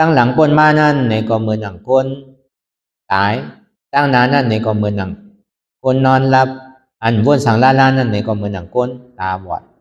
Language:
Shan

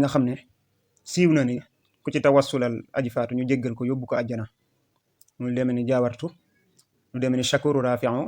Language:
Wolof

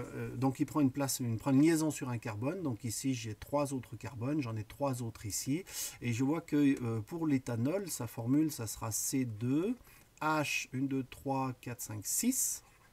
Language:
French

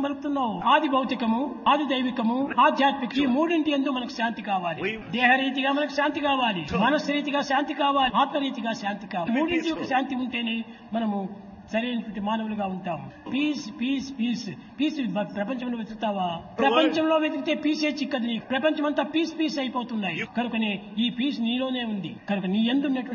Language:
Telugu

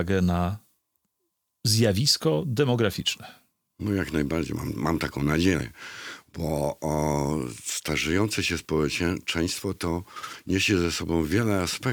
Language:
Polish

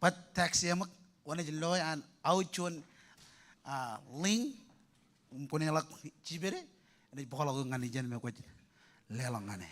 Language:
Marshallese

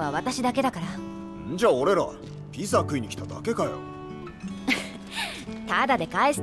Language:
Japanese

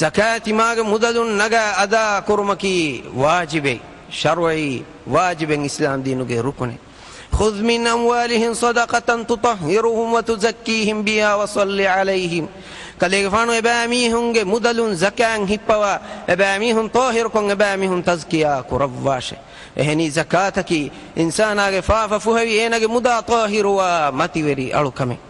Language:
Divehi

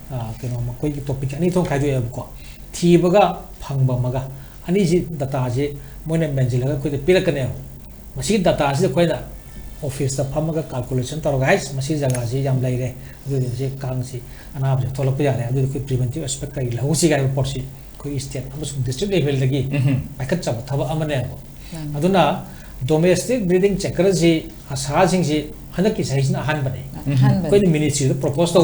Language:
Manipuri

